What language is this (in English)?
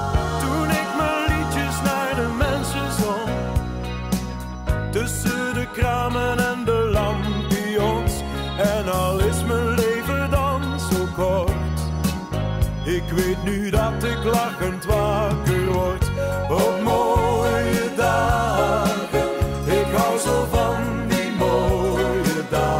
Dutch